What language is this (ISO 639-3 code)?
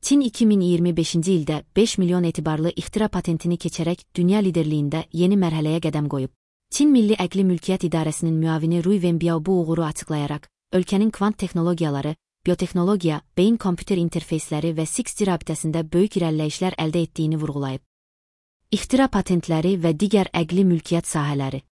aze